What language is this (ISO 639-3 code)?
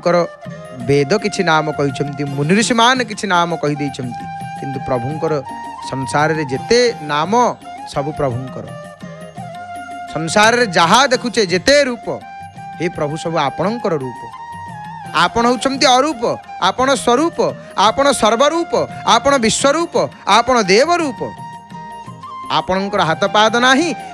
ori